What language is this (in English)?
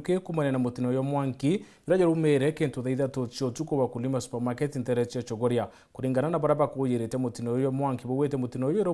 Meru